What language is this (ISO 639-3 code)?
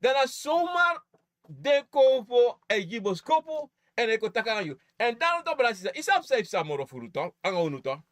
srn